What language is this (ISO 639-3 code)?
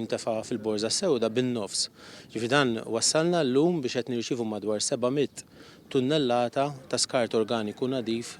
mlt